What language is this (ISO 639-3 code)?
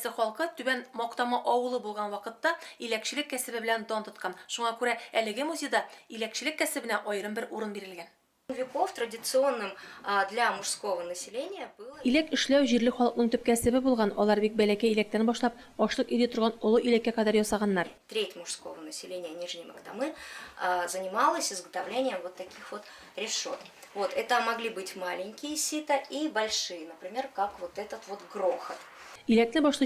tat